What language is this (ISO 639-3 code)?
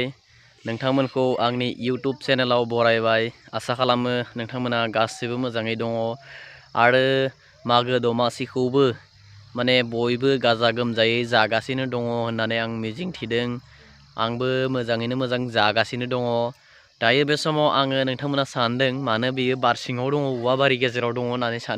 brx